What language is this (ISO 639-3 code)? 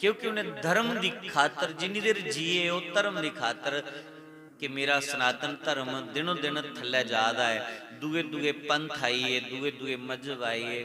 doi